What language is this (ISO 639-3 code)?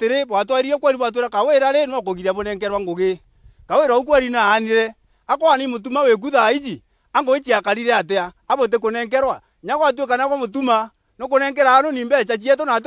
mer